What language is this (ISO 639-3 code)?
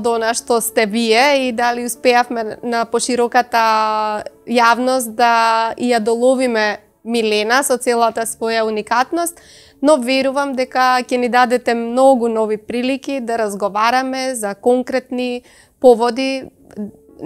mkd